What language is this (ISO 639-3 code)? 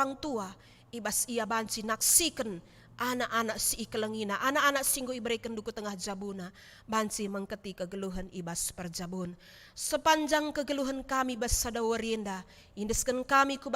btx